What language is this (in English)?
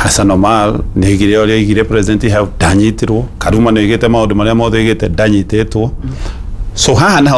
Kikuyu